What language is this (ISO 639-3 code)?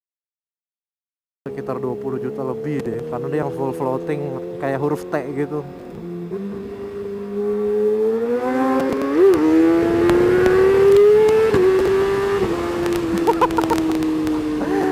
ind